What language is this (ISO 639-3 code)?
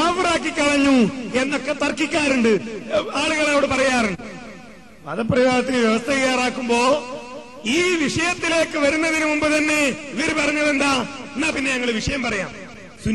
mal